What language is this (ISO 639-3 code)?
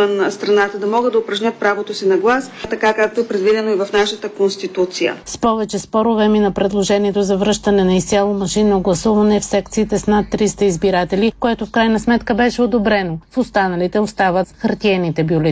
bul